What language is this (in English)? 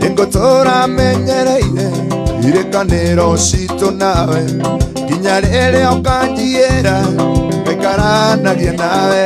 Kikuyu